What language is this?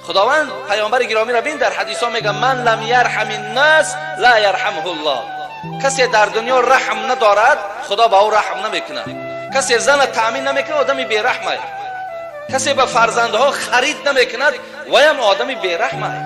Tajik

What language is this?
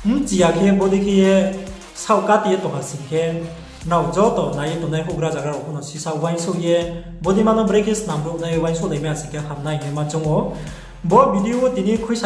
Riang (India)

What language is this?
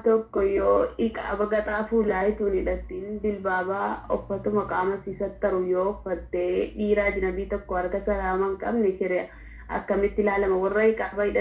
Oromo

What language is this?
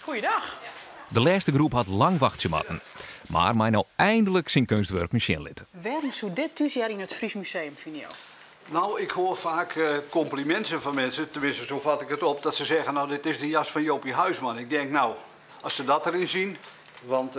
Western Frisian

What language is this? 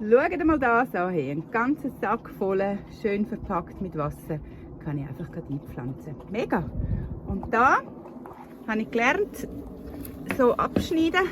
Swiss German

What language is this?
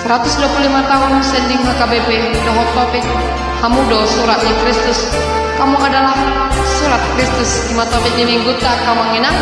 Batak Toba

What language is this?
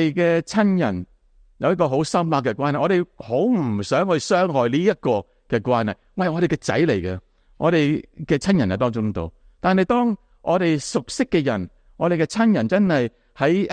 Cantonese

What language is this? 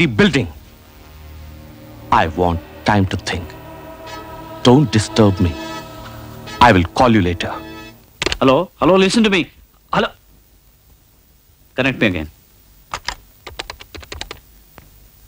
Kannada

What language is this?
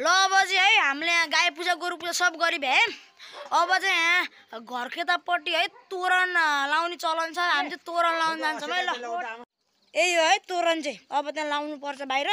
Nepali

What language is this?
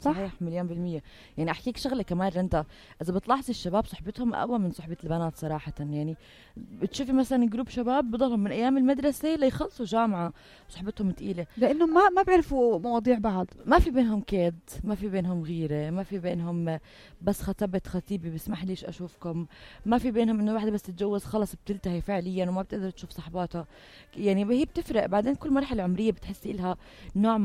North Levantine Arabic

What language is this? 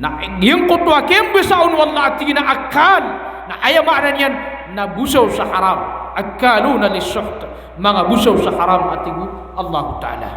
Maranao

